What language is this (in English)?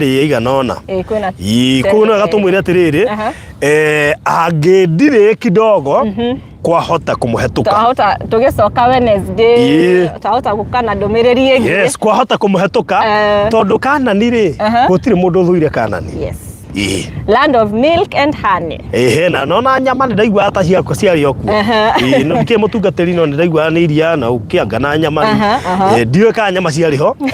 Kikuyu